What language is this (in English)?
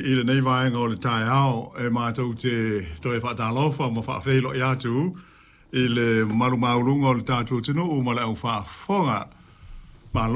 Samoan